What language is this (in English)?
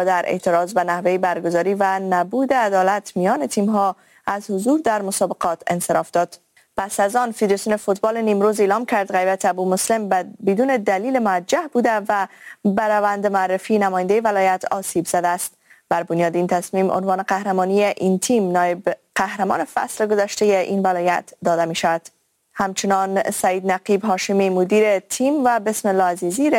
Persian